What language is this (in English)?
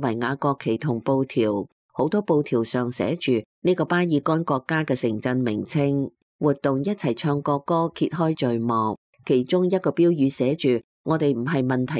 Cantonese